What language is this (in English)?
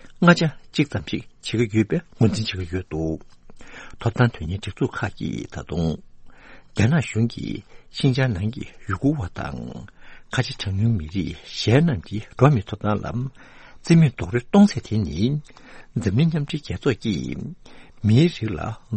Tibetan